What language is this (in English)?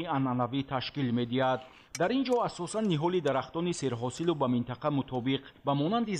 Tajik